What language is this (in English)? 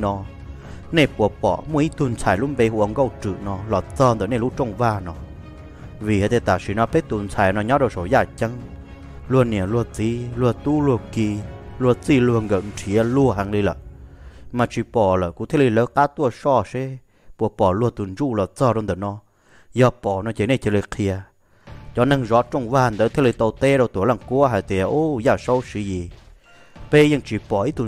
Vietnamese